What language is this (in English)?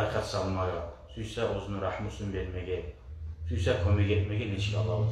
Kumyk